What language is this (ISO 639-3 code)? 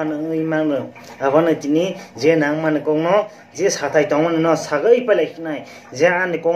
trp